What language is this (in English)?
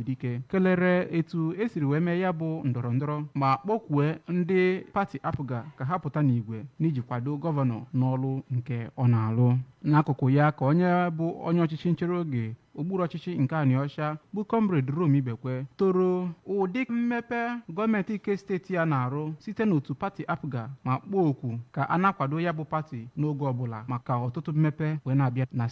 Igbo